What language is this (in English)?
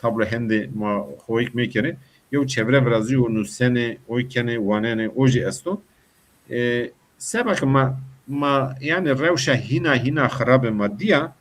Zaza